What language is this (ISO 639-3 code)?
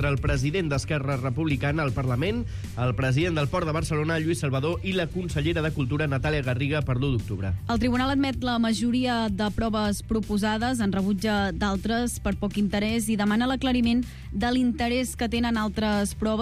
cat